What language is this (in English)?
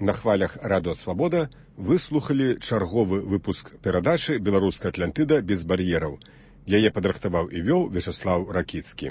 Belarusian